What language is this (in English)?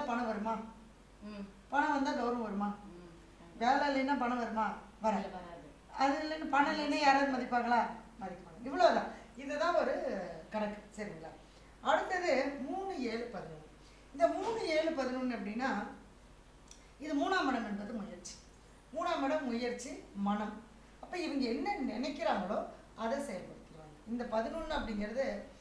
Tamil